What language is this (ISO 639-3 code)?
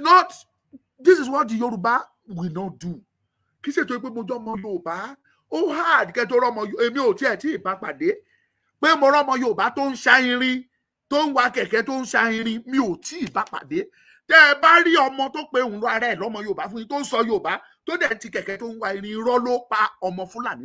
yor